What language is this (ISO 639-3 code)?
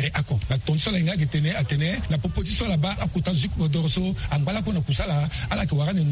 sag